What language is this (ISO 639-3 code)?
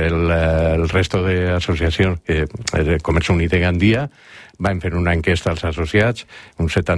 cat